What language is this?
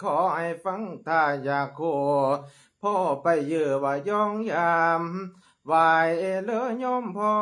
Lao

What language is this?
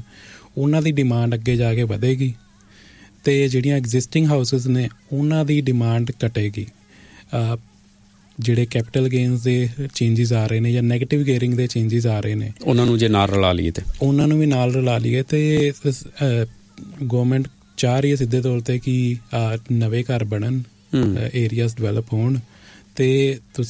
Punjabi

